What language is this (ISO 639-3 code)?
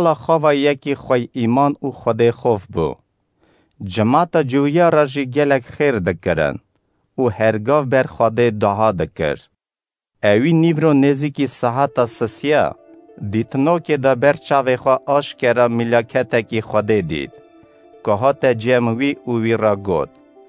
kur